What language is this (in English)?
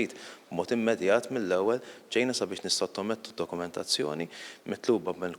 Maltese